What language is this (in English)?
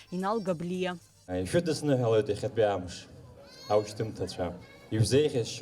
Abkhazian